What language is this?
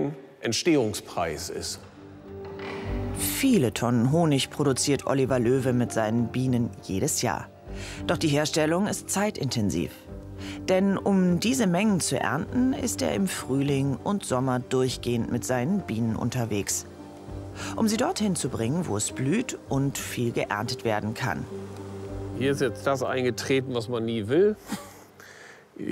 German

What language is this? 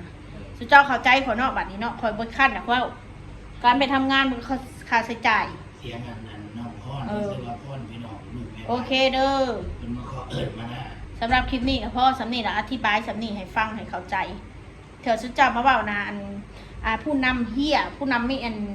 Northeastern Thai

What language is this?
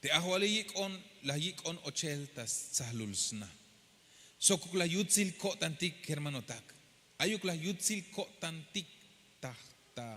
Tzeltal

